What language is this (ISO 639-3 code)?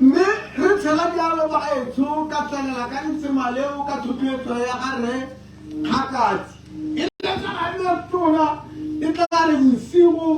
tsn